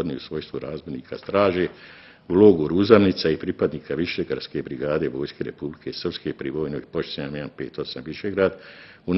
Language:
Bosnian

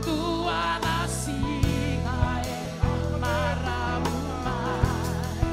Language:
Fijian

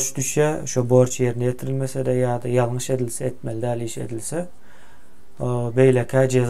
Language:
Turkmen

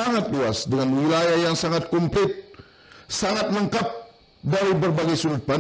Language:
Banjar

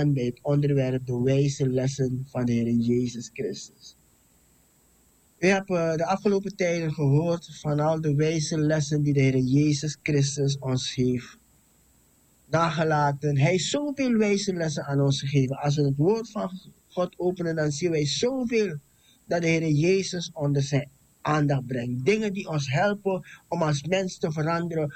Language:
Dutch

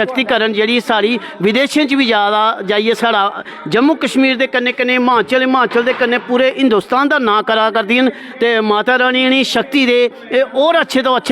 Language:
Dogri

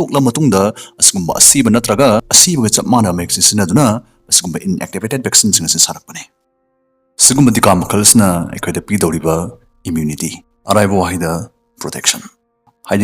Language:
Manipuri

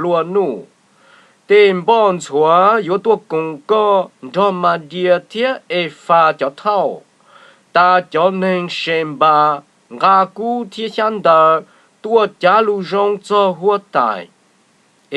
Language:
Hmong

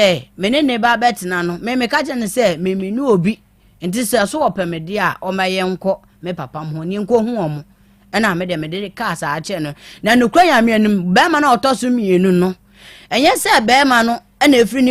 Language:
Akan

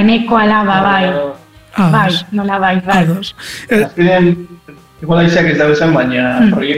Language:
Basque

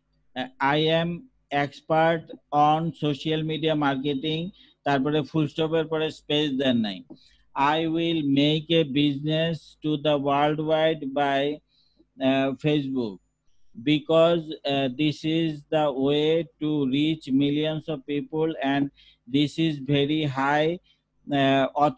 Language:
Bangla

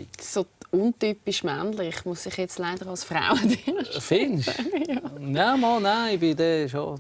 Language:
Swiss German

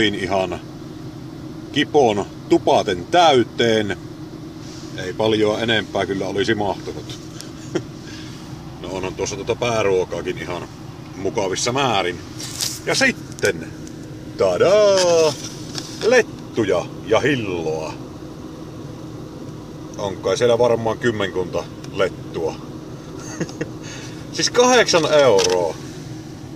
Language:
Finnish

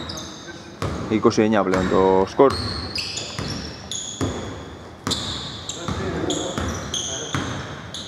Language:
Greek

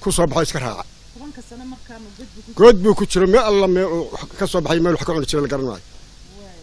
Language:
Somali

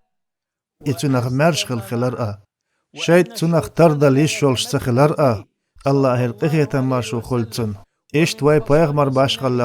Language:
Chechen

